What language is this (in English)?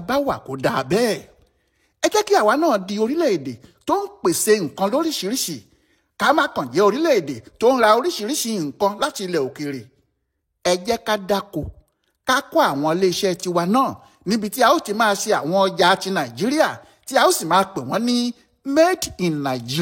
Yoruba